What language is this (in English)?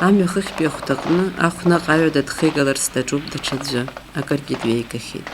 Abkhazian